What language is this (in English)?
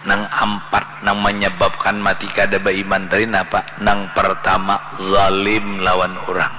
Banjar